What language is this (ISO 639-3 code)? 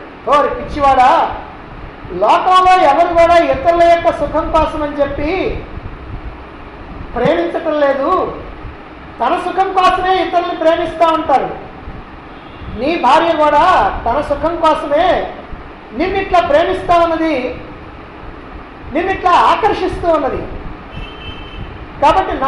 tel